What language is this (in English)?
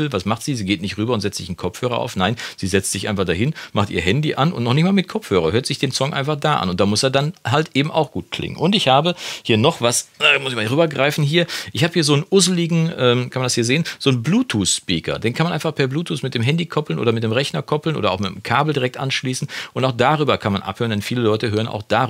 German